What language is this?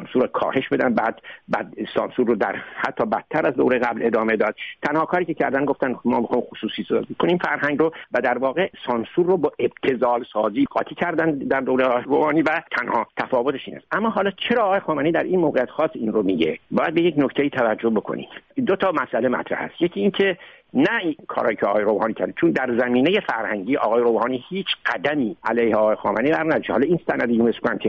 Persian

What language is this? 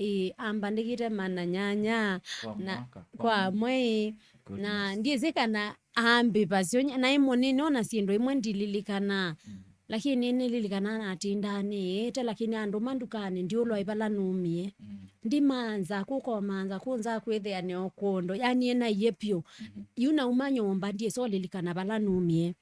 Kamba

